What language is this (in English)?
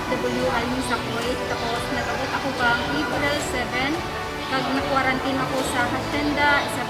Kinaray-a